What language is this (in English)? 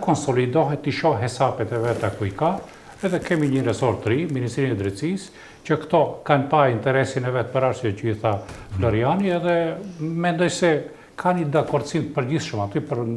Albanian